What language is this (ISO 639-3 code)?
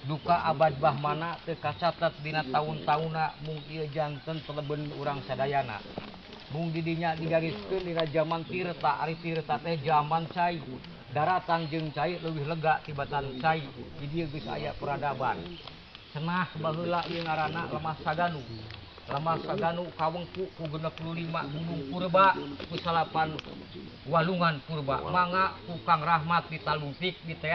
sun